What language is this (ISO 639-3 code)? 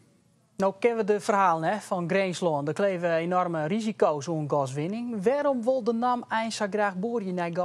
fry